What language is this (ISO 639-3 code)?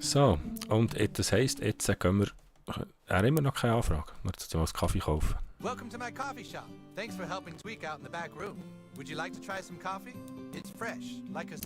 gsw